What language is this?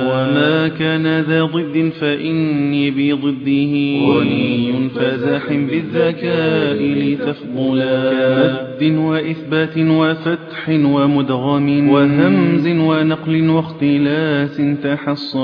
Arabic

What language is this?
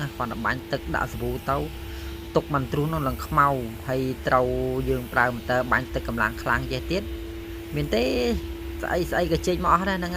Khmer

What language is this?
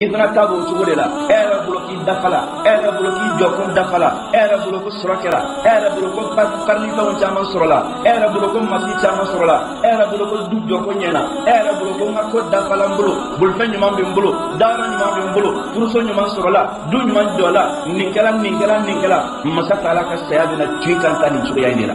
Bambara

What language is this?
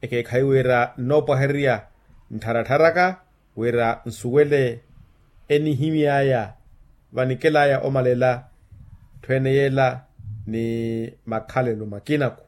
Makhuwa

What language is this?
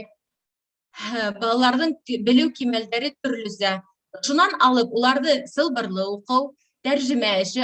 Bashkir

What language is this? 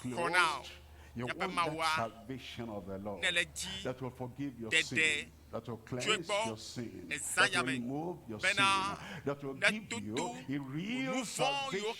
Ewe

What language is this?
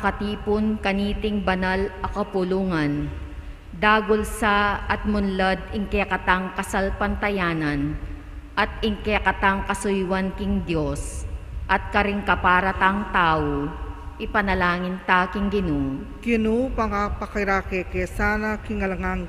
Pampanga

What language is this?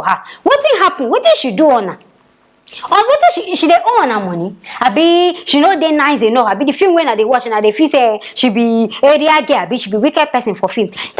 Nigerian Pidgin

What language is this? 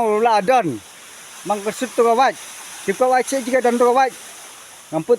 Khasi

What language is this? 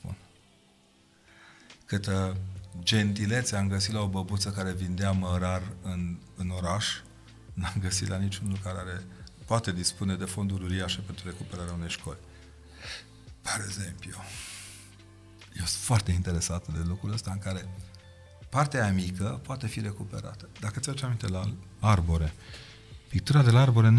Romanian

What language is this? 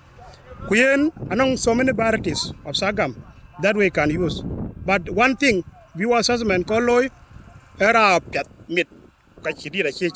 Dinka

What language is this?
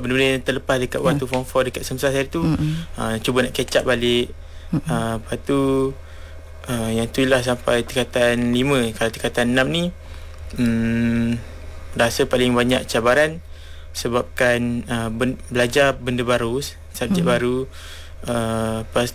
Malay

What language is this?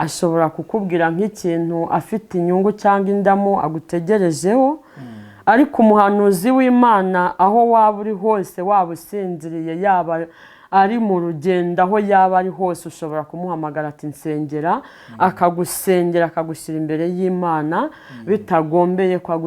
Kinyarwanda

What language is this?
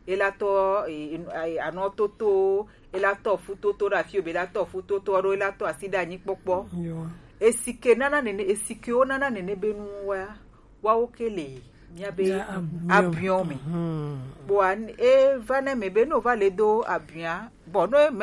Gen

